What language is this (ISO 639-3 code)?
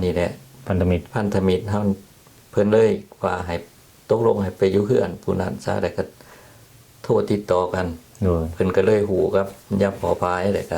lao